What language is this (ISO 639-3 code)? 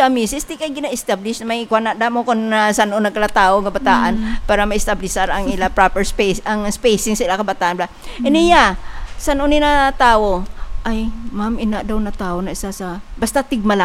hil